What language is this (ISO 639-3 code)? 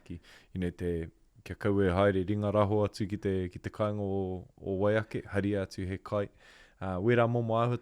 mri